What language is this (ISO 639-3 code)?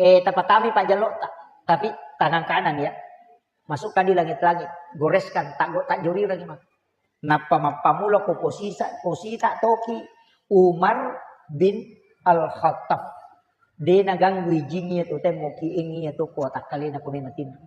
bug